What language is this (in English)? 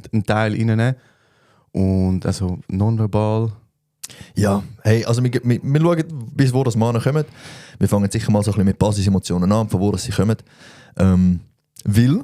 Swiss German